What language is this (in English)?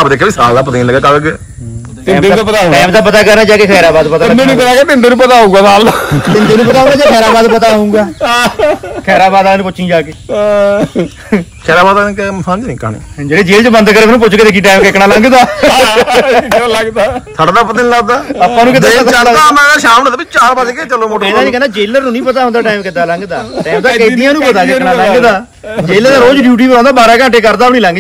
Punjabi